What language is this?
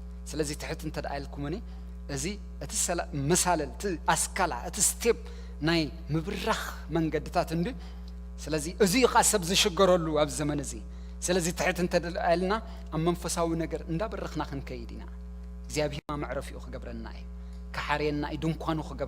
Tigrinya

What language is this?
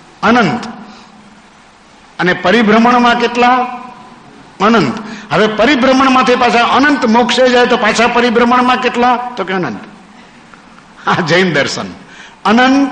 Gujarati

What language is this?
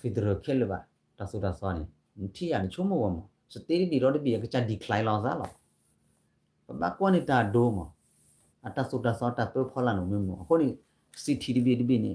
S'gaw Karen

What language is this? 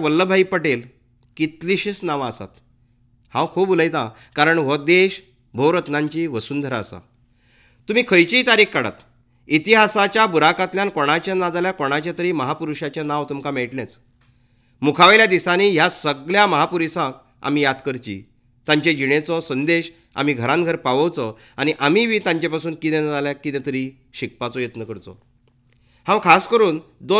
Konkani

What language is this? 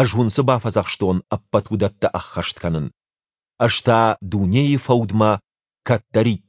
Ossetic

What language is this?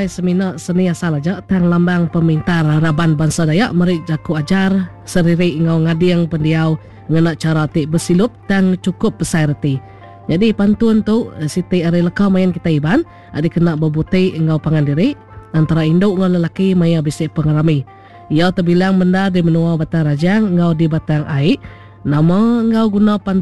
Iban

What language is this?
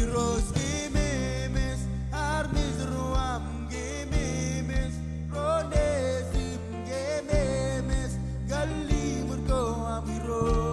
Marshallese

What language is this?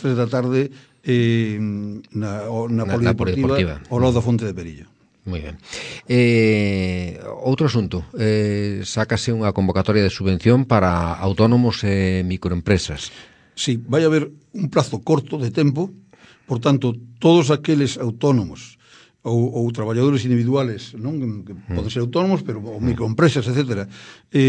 Galician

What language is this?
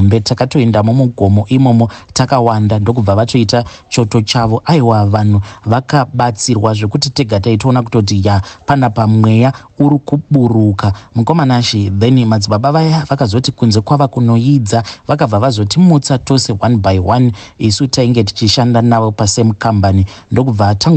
Shona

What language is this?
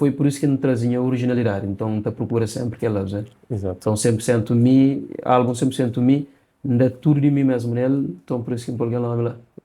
Kabuverdianu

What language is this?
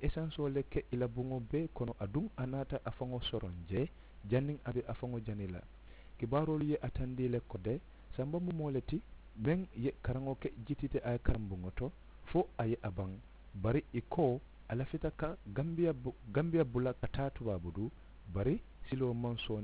Mandingo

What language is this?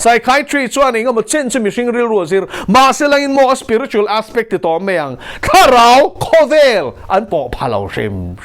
Mizo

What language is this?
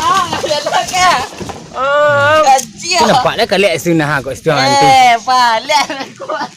Minangkabau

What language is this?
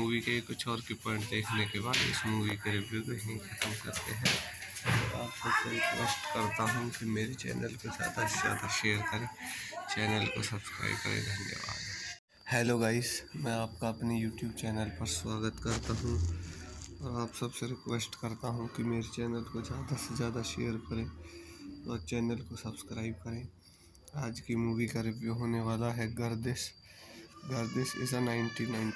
Hindi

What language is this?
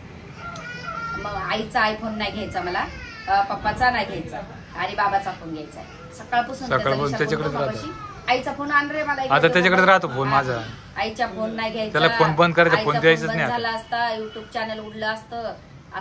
Marathi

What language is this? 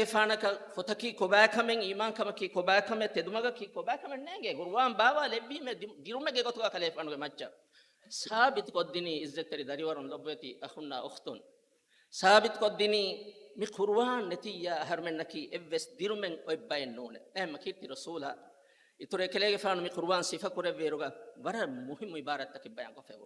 Divehi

